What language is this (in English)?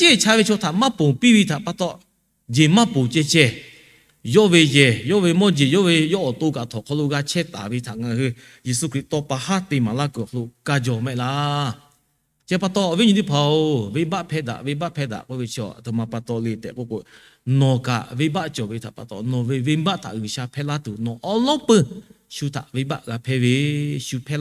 Lahu